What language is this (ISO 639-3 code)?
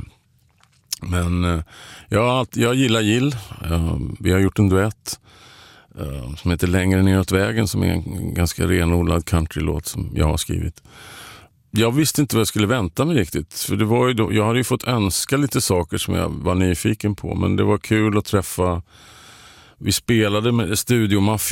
swe